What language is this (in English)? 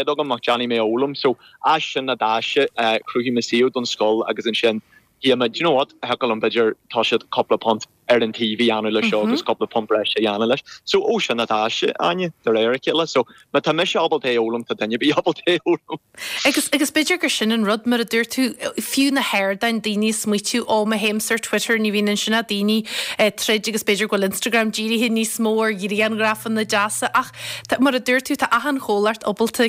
Irish